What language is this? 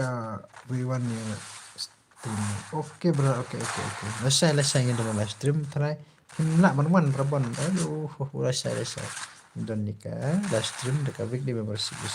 Khasi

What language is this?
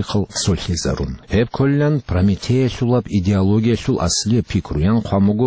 Avaric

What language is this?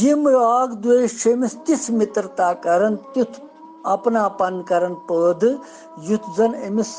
Kashmiri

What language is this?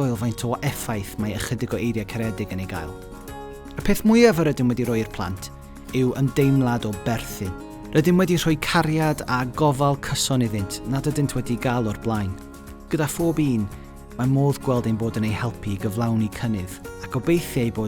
Welsh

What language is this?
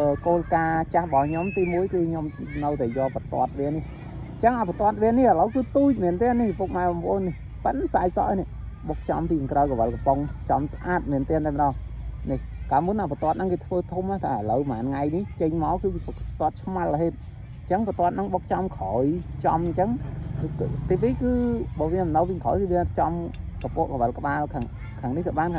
Khmer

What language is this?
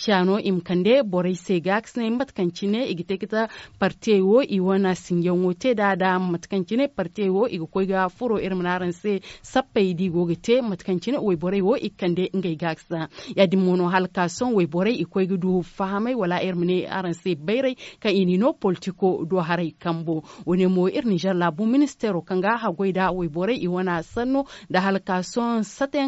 Zarma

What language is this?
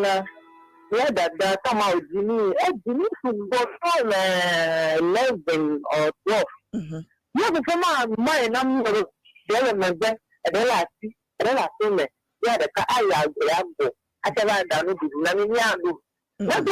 Ewe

